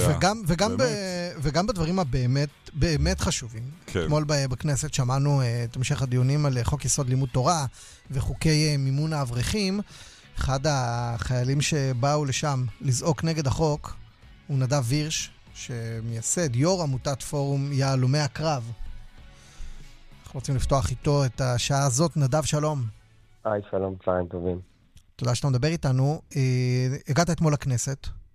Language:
Hebrew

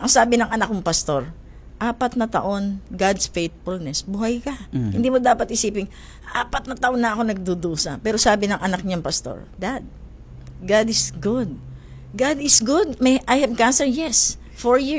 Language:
Filipino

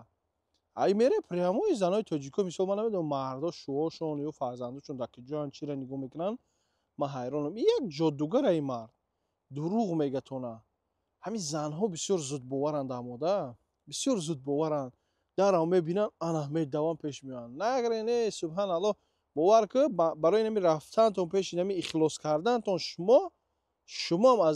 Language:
Tajik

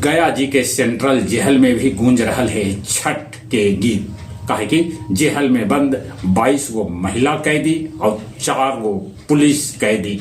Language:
Magahi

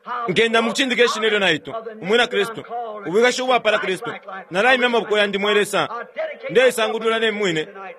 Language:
Bemba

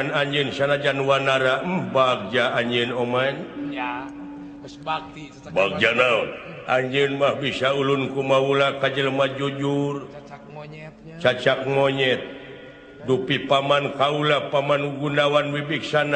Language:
Sundanese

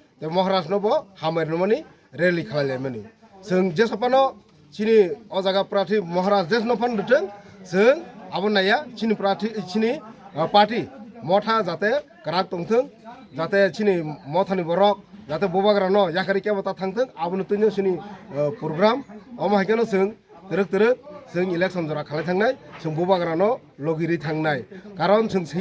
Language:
Kok Borok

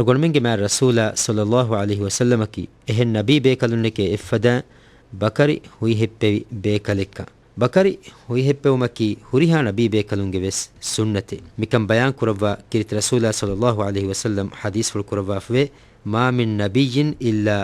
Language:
Divehi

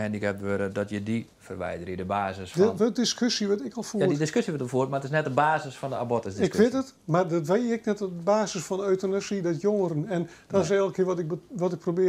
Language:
Western Frisian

